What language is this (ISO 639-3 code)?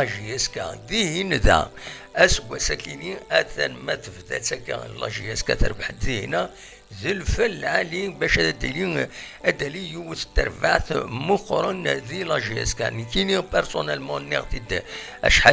kab